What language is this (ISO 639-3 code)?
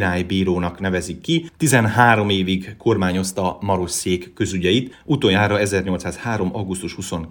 hun